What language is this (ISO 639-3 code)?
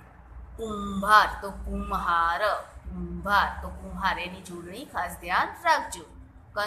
guj